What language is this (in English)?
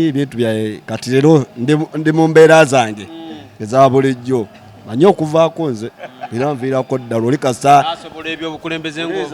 Ganda